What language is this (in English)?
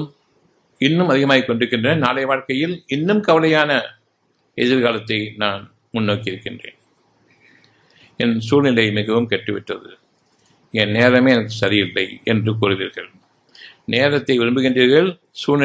Tamil